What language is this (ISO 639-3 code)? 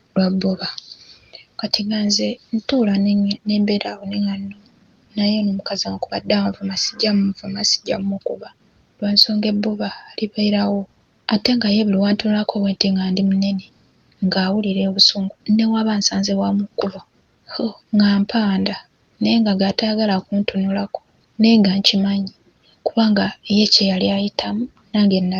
lug